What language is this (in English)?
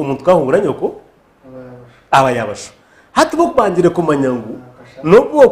Nyankole